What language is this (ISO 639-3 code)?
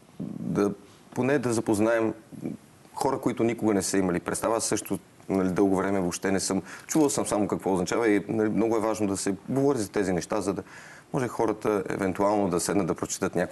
bul